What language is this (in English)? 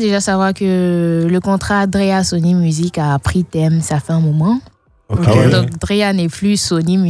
French